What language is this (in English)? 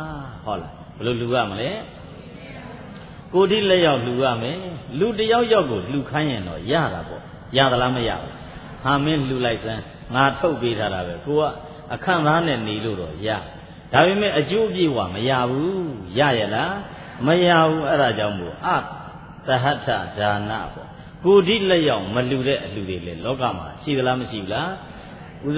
Burmese